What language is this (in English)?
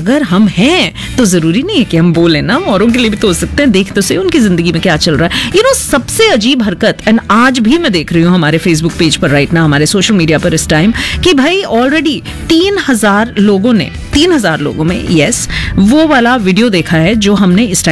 Hindi